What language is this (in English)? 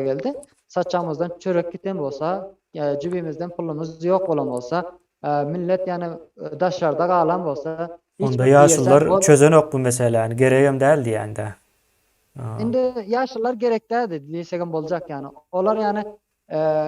Turkmen